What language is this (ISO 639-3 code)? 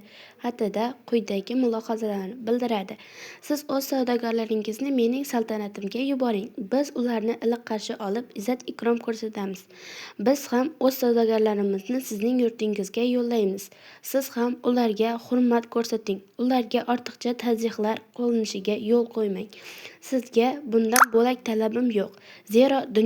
uzb